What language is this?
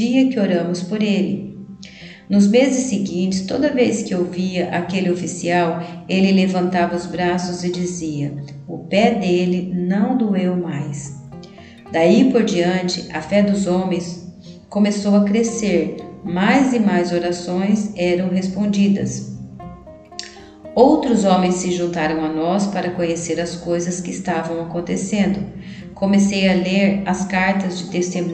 Portuguese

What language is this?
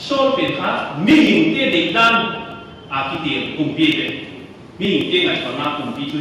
Paite Chin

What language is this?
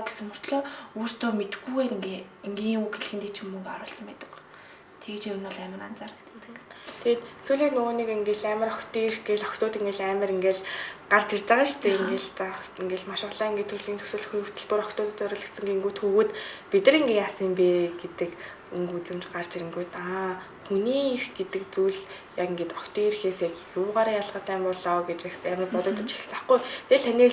Mongolian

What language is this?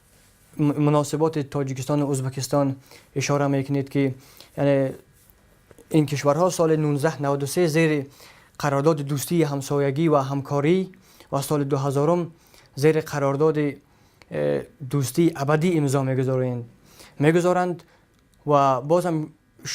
Tajik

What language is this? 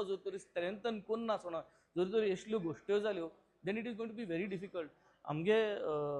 Konkani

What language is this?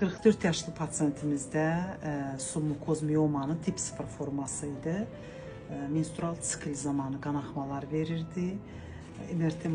Azerbaijani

